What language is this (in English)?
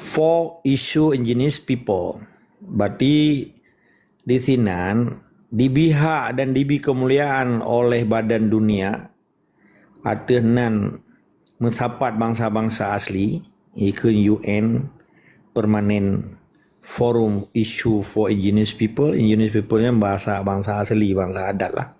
Achinese